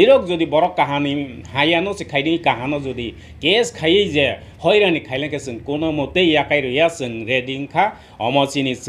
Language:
Kok Borok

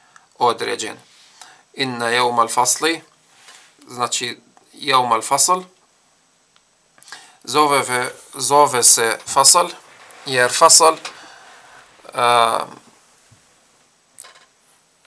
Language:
Bosnian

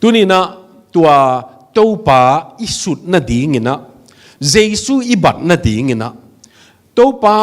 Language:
Tedim Chin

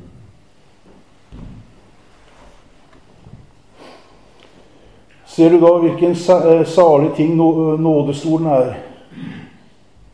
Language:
Norwegian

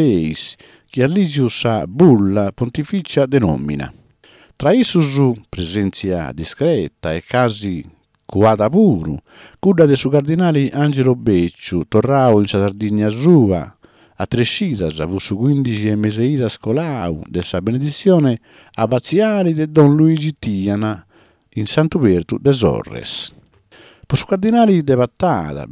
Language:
Sardinian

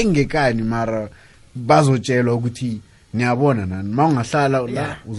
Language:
South Ndebele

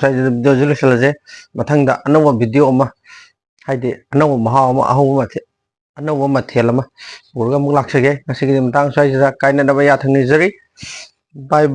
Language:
Manipuri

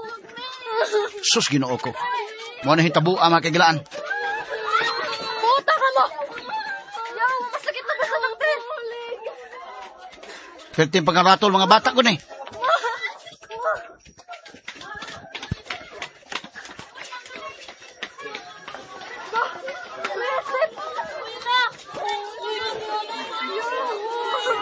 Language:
Cebuano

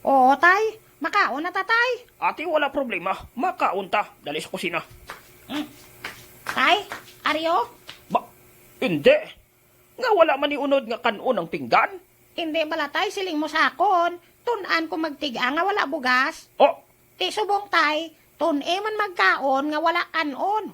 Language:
Hiligaynon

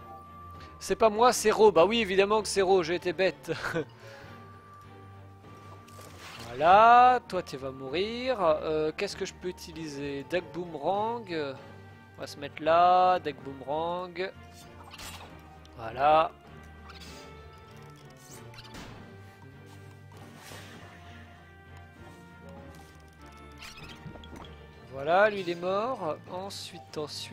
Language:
French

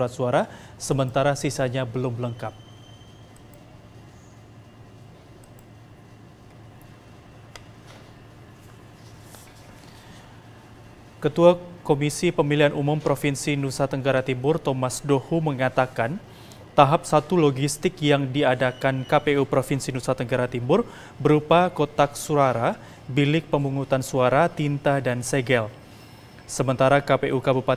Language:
Indonesian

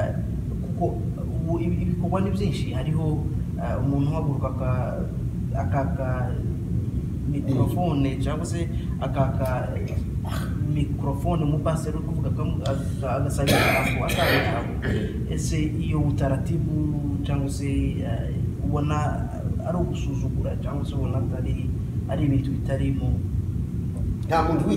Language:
Kinyarwanda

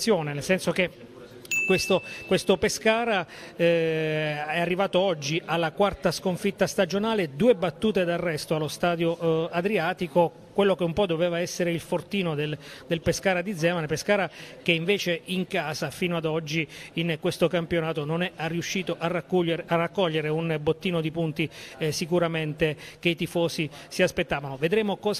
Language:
Italian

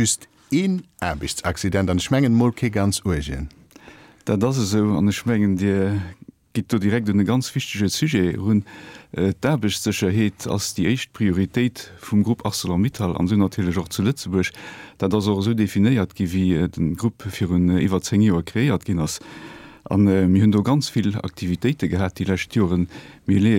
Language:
Luxembourgish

